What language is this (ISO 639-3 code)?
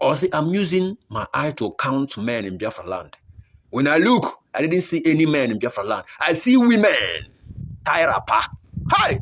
pcm